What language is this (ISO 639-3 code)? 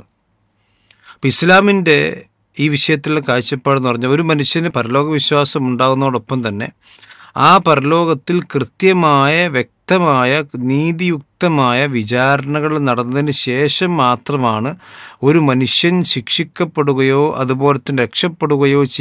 mal